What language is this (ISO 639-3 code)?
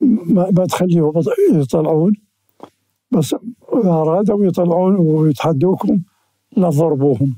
acm